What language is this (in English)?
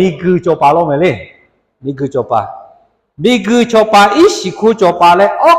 Lahu